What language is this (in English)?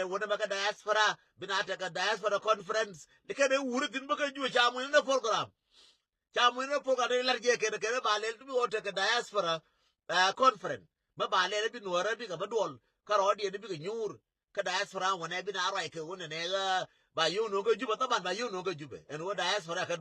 Nuer